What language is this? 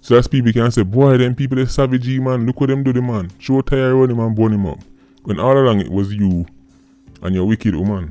Jamaican Creole English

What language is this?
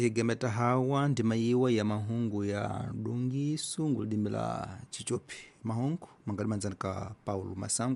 Tsonga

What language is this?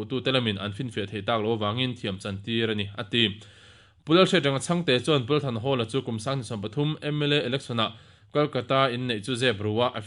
Mizo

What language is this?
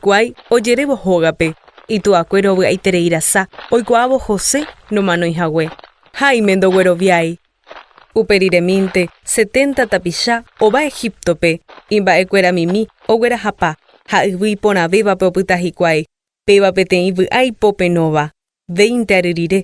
Guarani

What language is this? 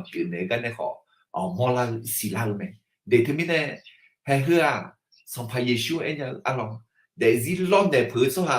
Akha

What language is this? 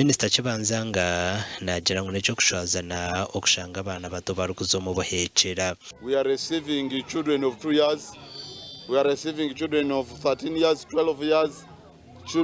Nyankole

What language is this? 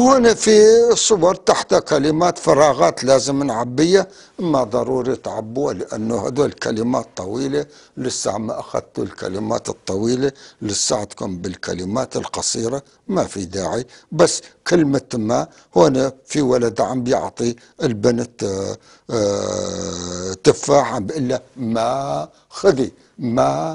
North Levantine Arabic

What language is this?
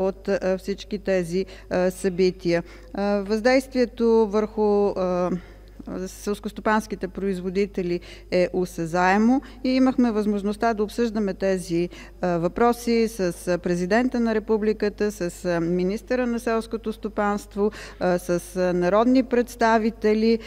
Bulgarian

